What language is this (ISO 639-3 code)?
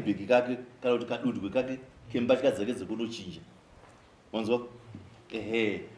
sna